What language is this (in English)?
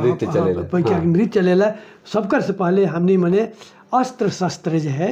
Sadri